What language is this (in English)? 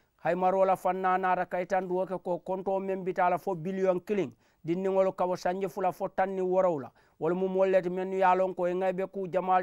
Mandingo